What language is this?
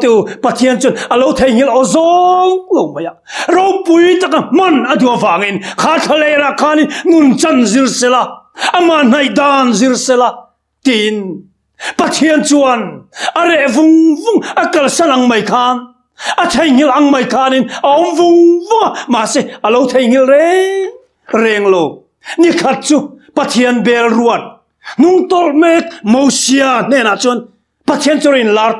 Mizo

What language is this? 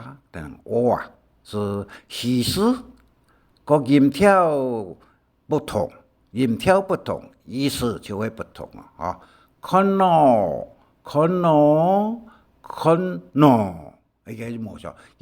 Hakka Chinese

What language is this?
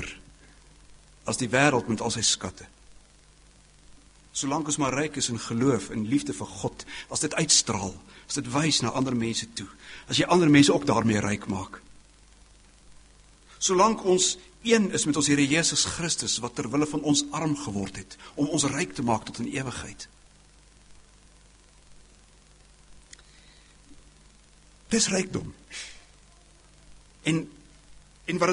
Afrikaans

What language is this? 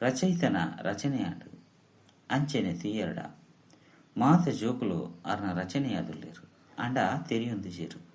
Tulu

